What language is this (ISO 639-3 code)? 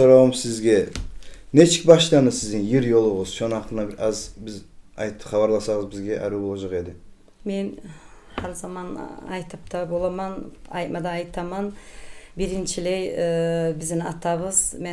kum